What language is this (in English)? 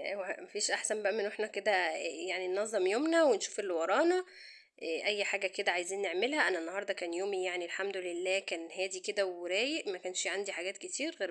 Egyptian Arabic